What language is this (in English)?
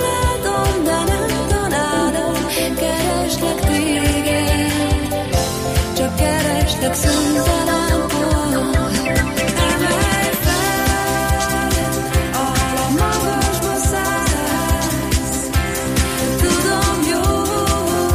Hungarian